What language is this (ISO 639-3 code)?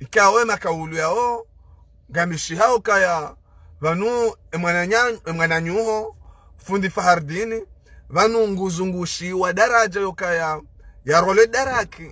zdj